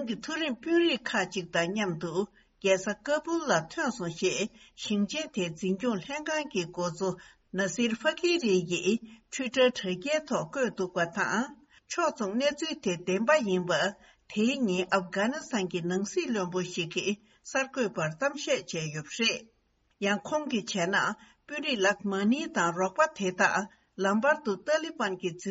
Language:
Tibetan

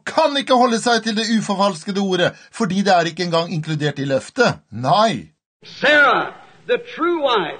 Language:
Norwegian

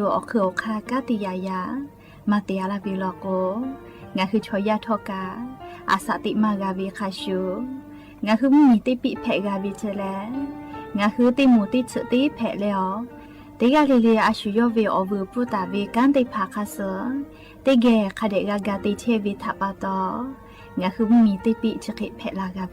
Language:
Lahu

